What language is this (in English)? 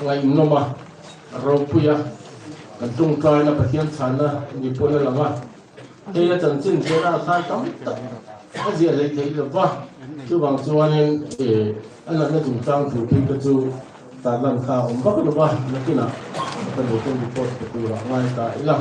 Mizo